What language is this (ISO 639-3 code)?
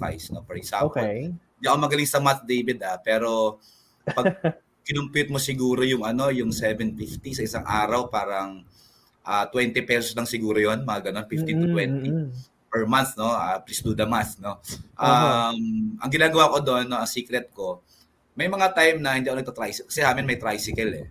fil